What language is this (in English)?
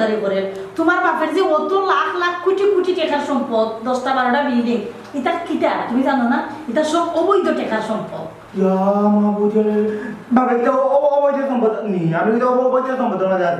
Sylheti